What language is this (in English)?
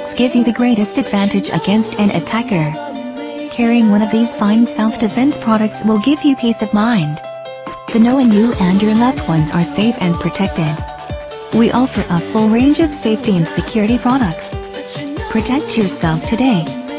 English